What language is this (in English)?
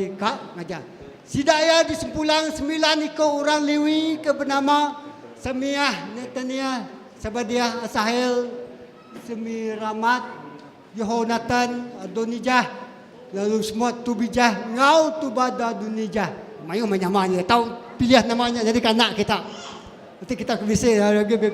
Iban